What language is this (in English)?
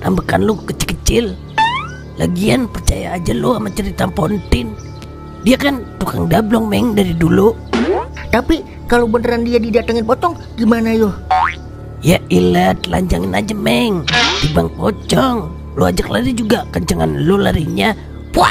Betawi